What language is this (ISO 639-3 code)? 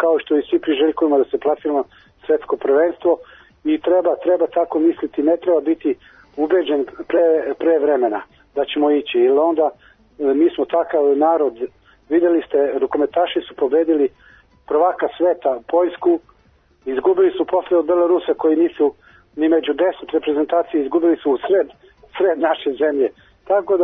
srp